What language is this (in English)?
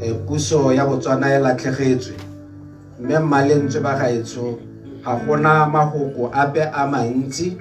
Tswana